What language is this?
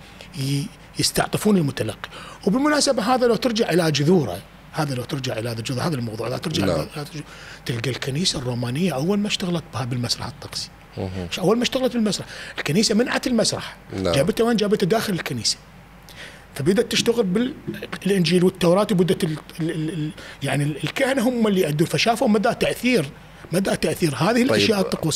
Mesopotamian Arabic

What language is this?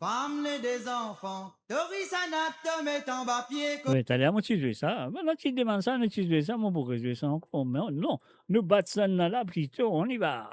Morisyen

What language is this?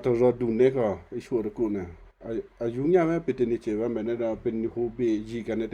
Western Kayah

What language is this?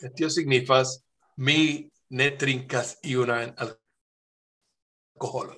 Esperanto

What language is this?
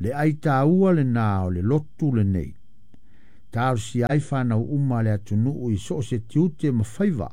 Samoan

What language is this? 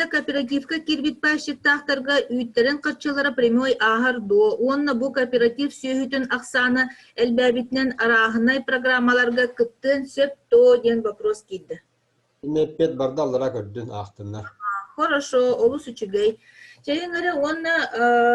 Yakut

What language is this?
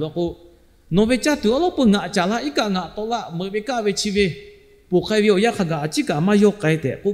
Lahu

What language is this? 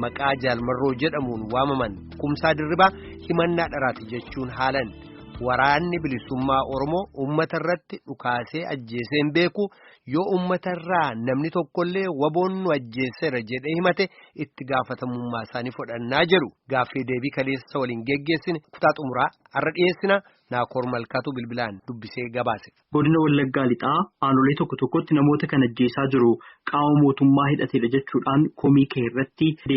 Oromo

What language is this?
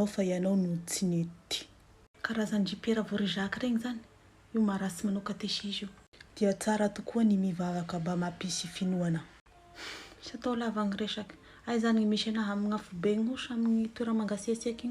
Malagasy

